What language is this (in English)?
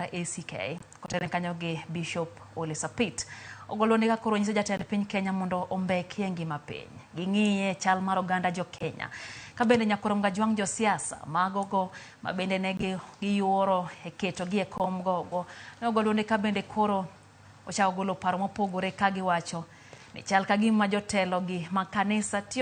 Luo (Kenya and Tanzania)